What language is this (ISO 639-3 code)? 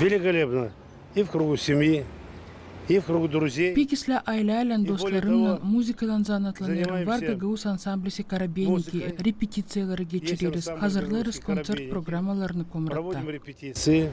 gag